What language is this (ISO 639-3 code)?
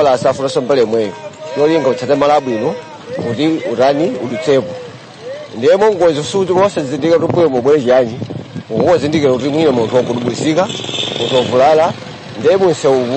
nya